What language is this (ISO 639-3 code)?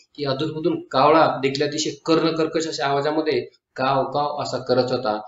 mar